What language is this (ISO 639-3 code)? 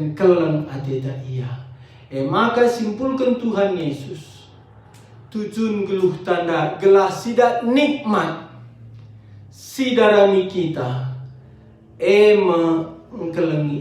btx